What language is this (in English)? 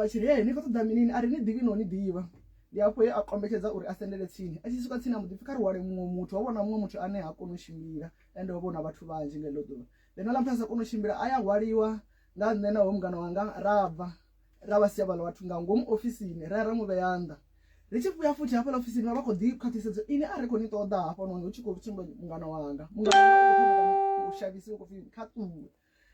Venda